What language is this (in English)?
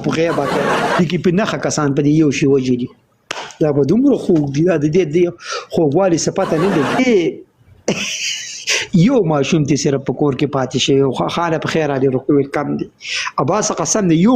Pashto